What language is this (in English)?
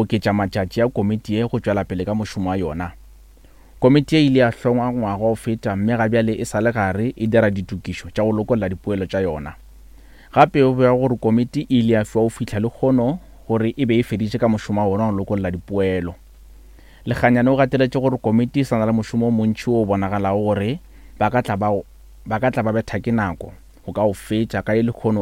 Northern Sotho